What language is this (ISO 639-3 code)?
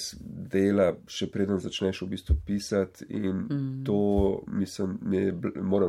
slv